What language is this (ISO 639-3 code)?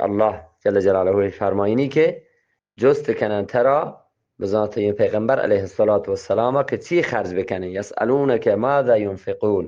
bgp